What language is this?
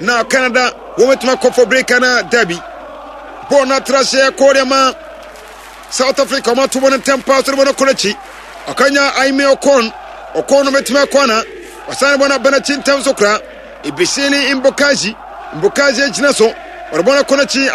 Akan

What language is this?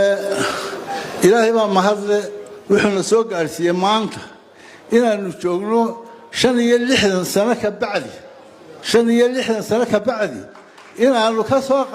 Somali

